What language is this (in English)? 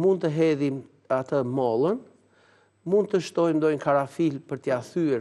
Albanian